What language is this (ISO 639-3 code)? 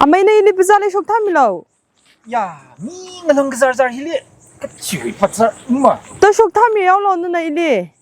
nmf